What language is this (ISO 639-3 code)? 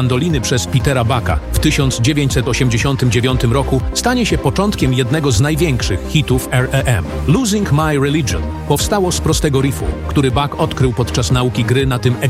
pol